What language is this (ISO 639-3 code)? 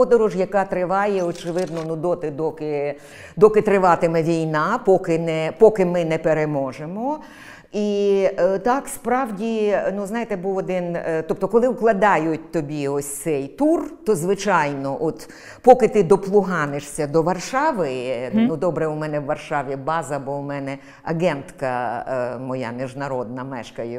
ukr